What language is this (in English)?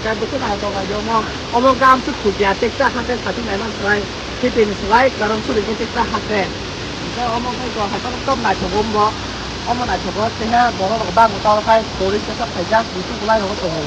Kok Borok